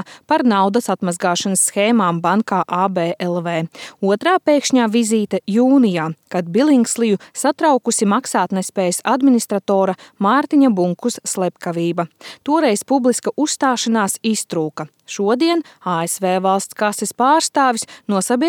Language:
Latvian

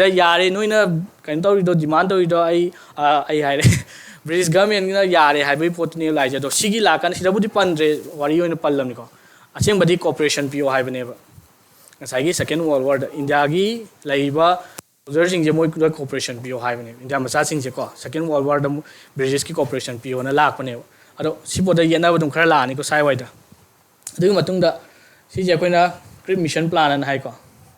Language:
Manipuri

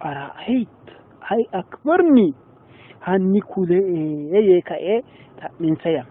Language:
Sidamo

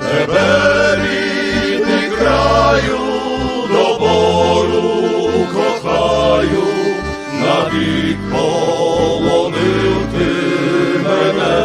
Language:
Rusyn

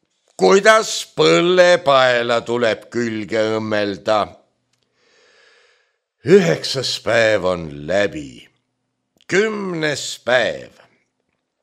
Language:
Estonian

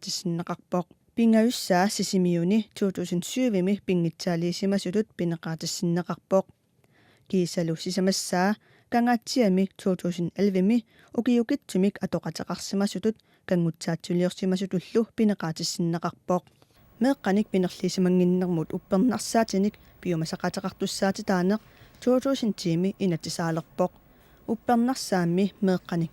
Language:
Kalaallisut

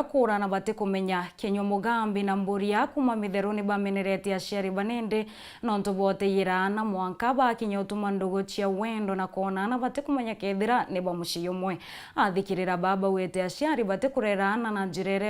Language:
Meru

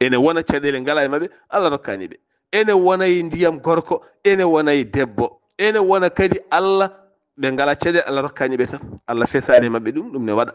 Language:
Fula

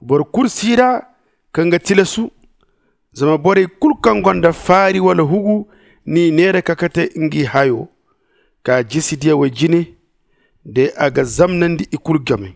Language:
Zarma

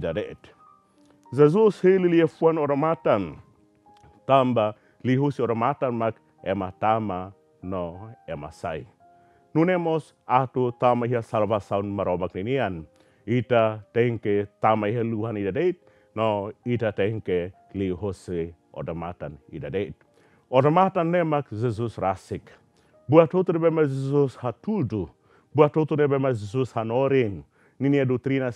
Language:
Tetum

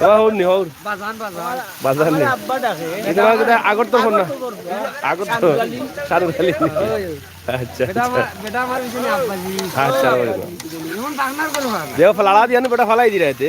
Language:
Sylheti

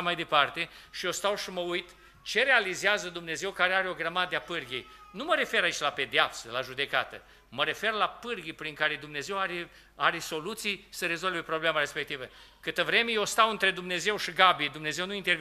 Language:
Romanian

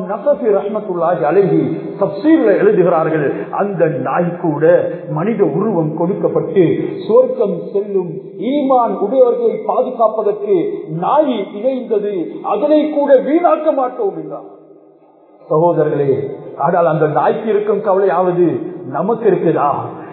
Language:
Tamil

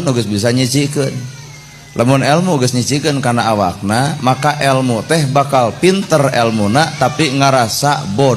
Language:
Sundanese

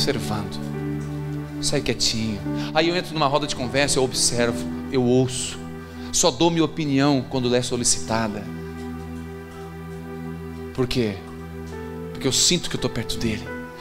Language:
Portuguese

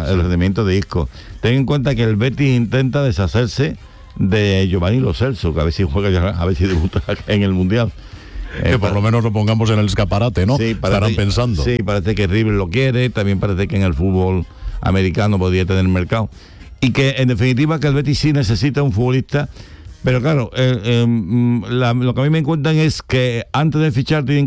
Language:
Spanish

